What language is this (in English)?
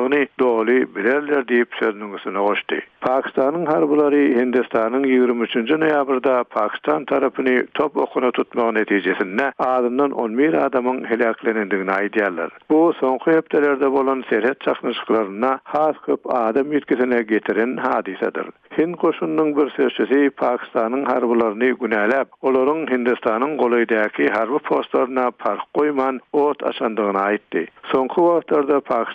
Turkmen